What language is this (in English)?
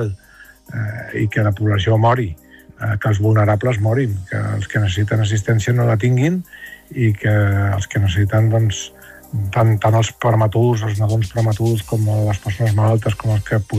Catalan